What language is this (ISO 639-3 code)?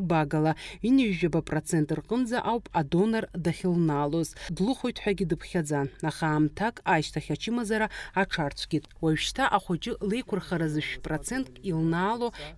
abk